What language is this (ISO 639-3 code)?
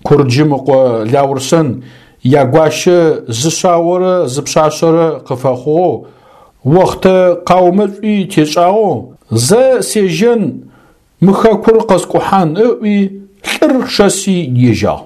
ady